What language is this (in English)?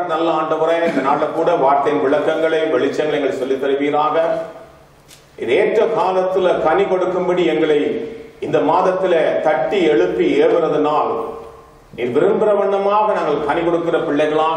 Tamil